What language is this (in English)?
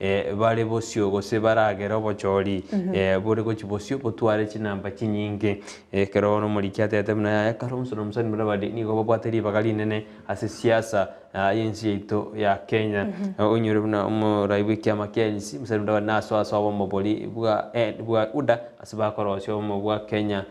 Gusii